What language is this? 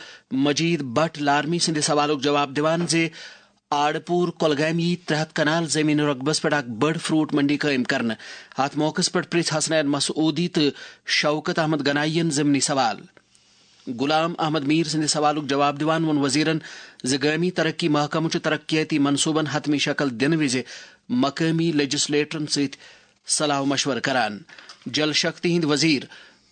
Kashmiri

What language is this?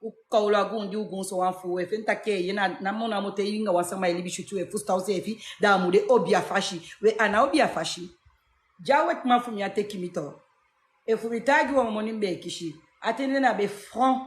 Sranan Tongo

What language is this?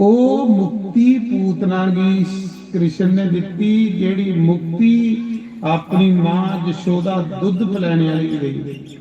Dogri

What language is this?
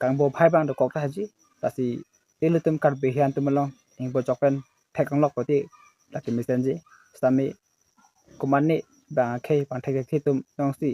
Karbi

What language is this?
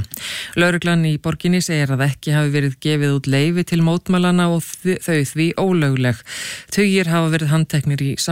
Icelandic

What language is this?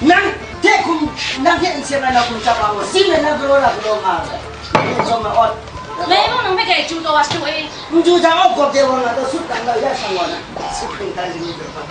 Kachin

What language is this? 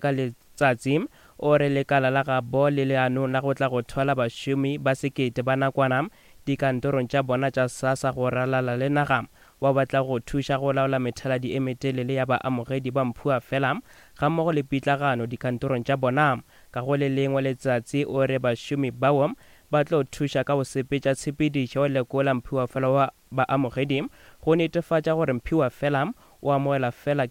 Northern Sotho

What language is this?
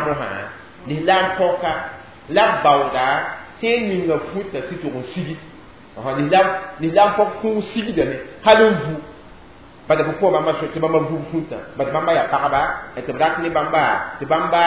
Mossi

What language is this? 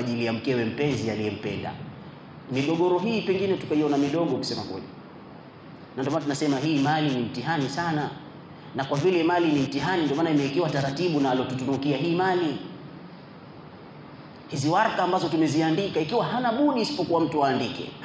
Swahili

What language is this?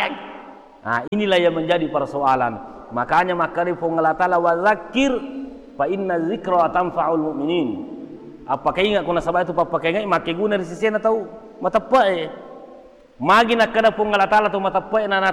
Buginese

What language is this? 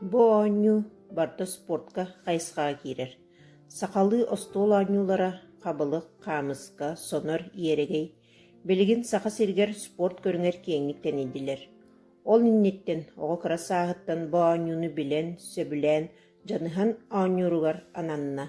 Yakut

